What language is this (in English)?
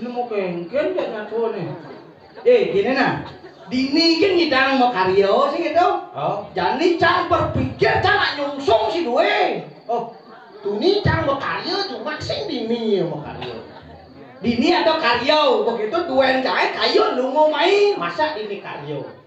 Balinese